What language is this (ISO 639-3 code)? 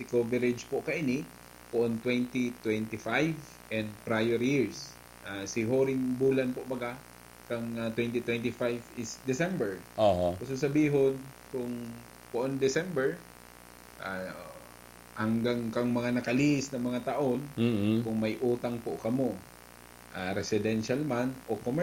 bik